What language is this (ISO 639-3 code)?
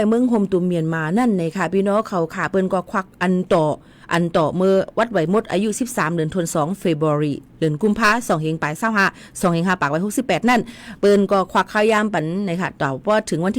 shn